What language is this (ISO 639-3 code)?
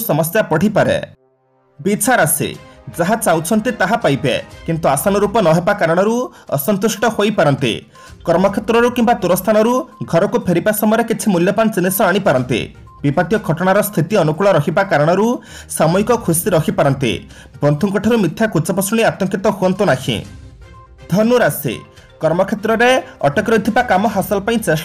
ori